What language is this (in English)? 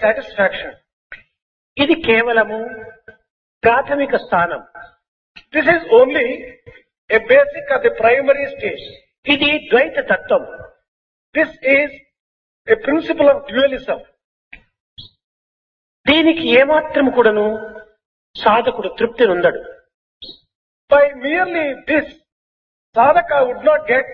Telugu